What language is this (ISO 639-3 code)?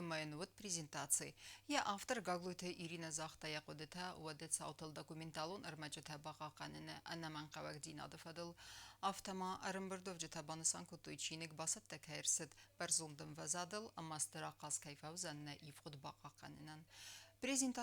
oss